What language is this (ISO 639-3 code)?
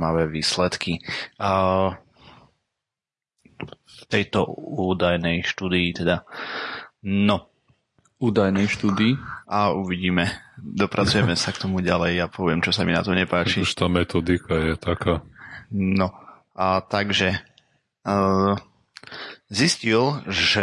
slk